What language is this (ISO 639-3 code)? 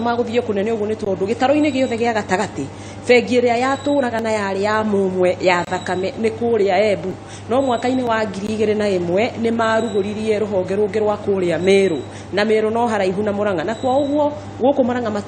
kik